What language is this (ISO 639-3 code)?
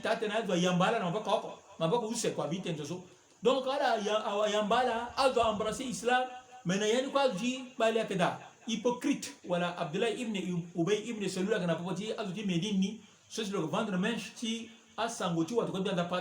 sag